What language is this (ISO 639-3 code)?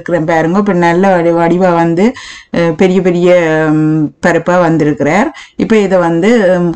tam